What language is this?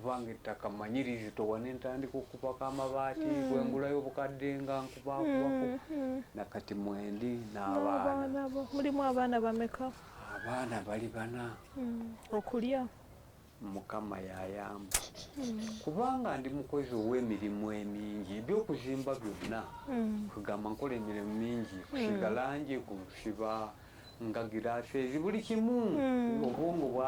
Ganda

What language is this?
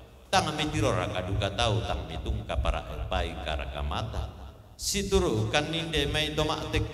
Toraja-Sa'dan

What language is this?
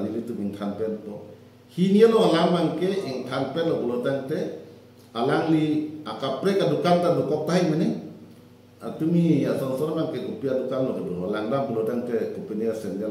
Karbi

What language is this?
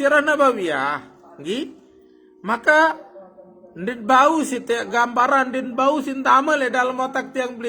Sasak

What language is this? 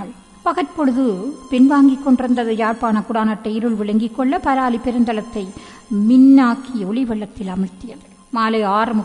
Tamil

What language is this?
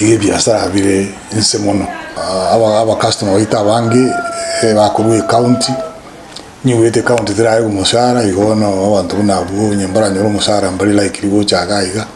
Gusii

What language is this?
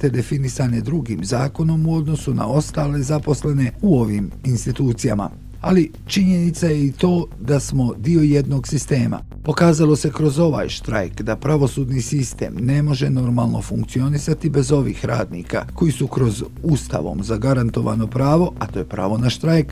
Bosnian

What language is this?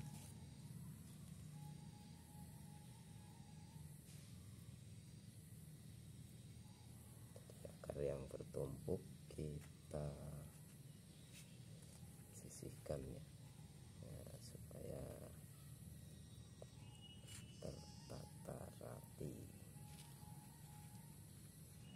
Indonesian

